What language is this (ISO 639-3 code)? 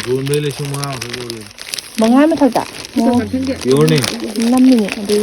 mni